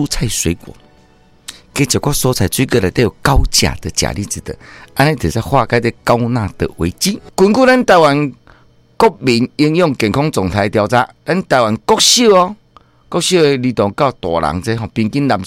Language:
Min Nan Chinese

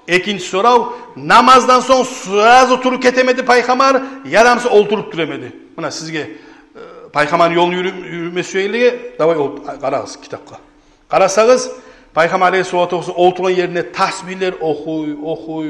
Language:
Kumyk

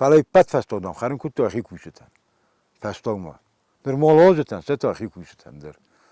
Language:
Ossetic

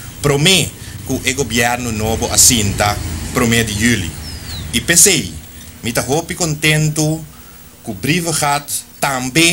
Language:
Papiamento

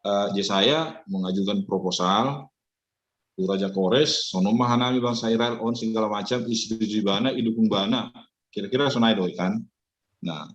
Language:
Batak Simalungun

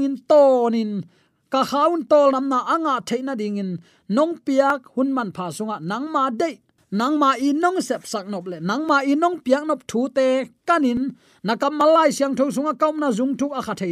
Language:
Tedim Chin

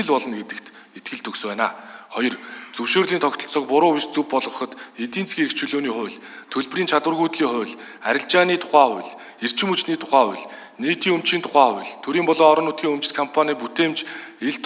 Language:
Mongolian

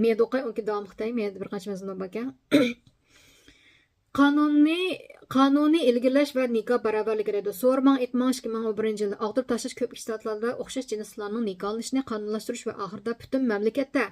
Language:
Uyghur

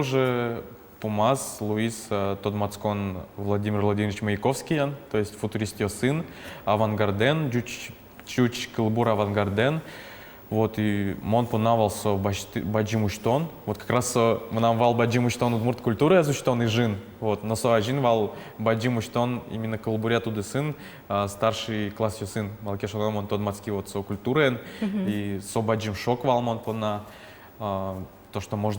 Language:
Udmurt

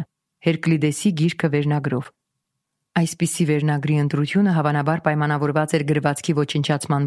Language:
Armenian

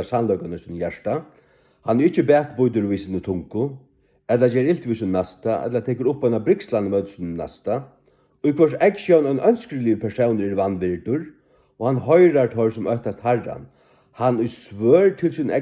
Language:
Faroese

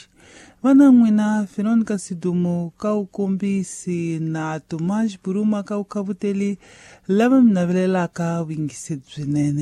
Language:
Tsonga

